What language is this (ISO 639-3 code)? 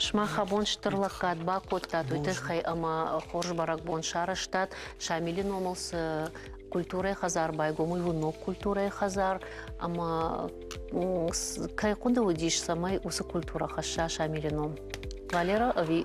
oss